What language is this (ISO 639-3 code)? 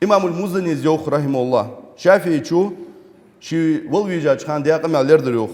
inh